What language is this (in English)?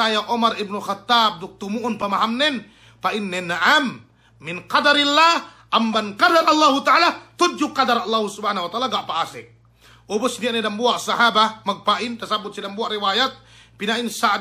Yakan